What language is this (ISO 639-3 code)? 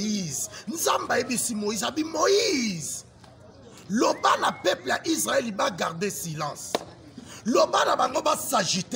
lin